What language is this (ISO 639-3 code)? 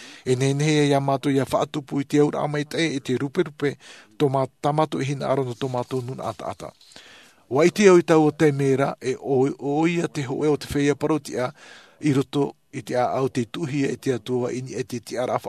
tah